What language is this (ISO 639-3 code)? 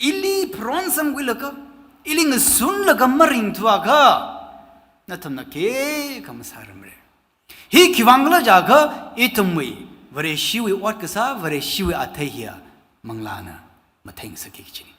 nmf